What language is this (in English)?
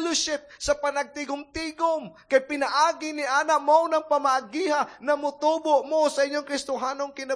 Cebuano